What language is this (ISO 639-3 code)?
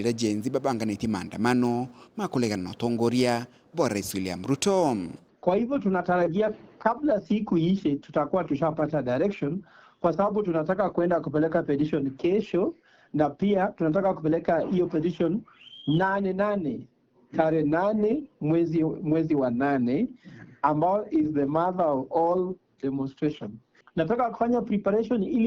mer